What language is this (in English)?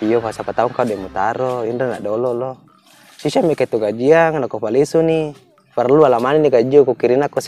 Buginese